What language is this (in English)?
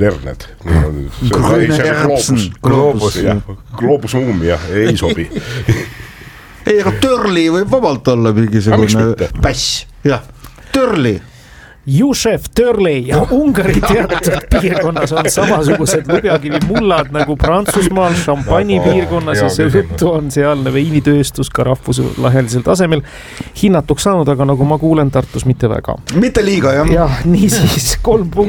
Estonian